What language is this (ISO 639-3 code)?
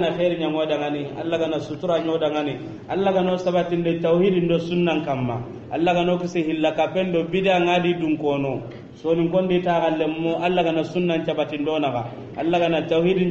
snk